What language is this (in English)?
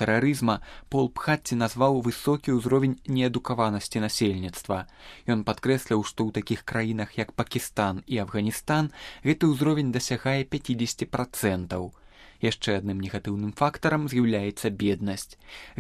Belarusian